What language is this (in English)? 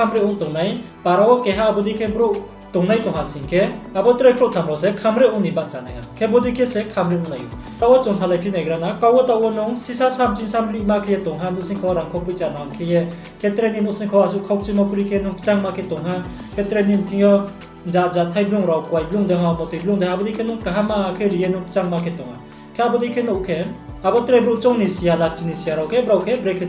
Riang (India)